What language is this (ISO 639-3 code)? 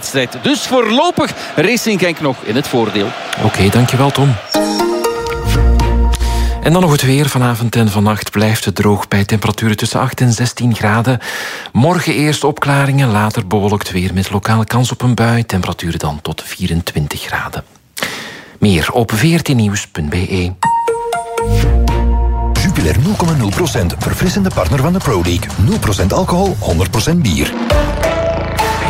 nld